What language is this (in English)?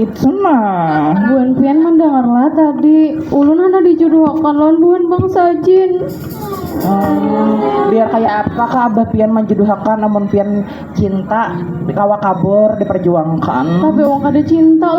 Banjar